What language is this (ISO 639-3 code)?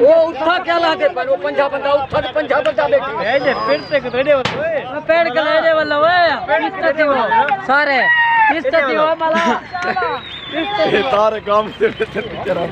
skr